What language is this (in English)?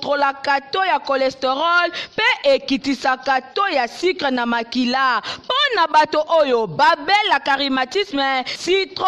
Lingala